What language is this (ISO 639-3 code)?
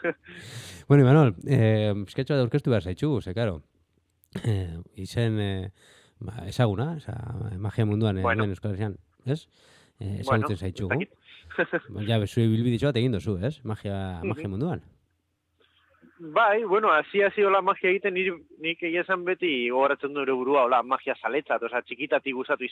eus